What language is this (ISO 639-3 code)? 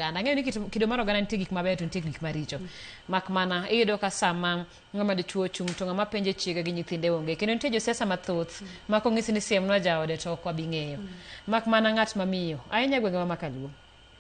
luo